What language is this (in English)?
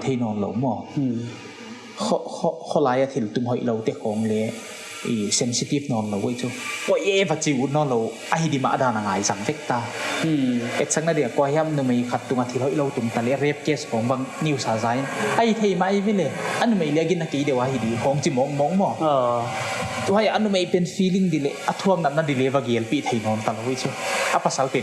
Paite Chin